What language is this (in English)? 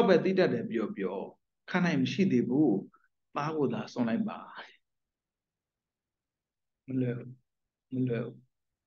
Burmese